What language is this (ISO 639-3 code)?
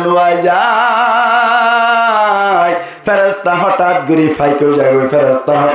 rhg